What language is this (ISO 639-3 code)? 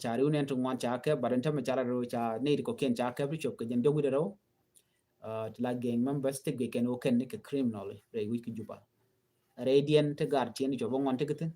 nus